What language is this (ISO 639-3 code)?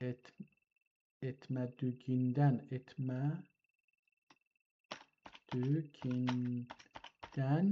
azb